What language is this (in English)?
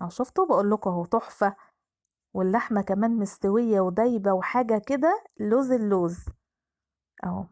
Egyptian Arabic